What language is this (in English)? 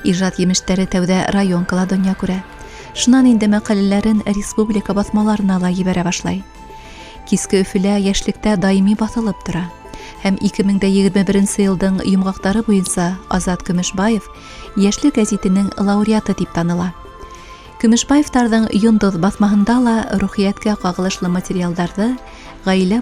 Bashkir